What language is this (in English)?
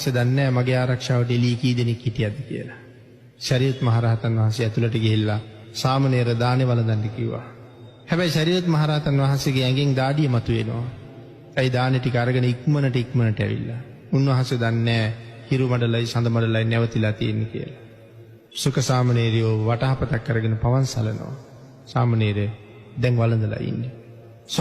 Sinhala